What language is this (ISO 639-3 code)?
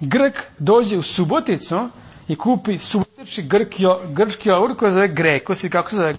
srp